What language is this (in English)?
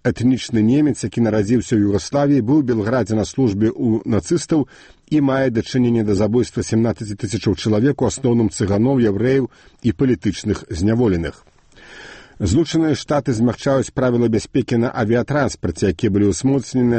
Belarusian